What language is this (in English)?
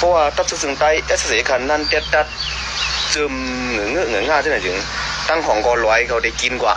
Shan